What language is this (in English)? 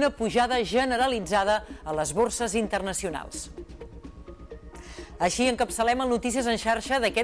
Catalan